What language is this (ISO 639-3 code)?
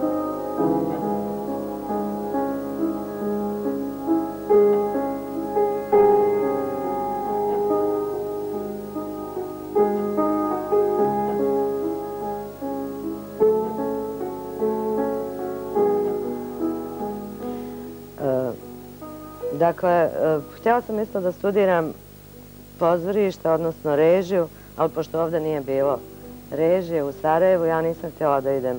bos